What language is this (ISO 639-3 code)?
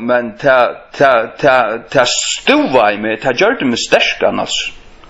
fao